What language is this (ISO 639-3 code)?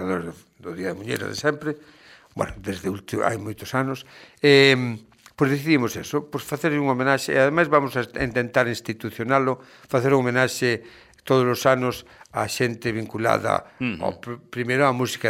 glg